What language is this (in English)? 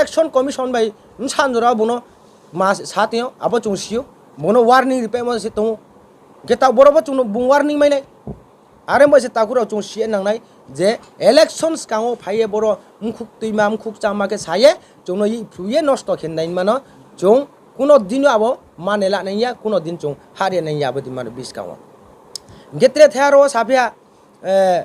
Riang (India)